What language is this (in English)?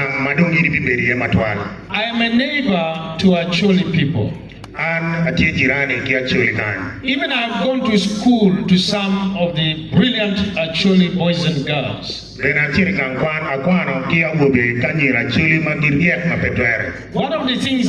Acoli